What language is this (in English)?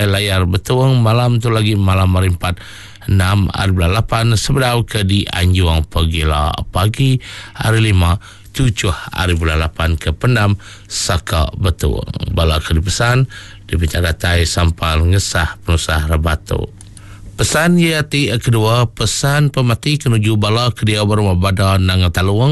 Iban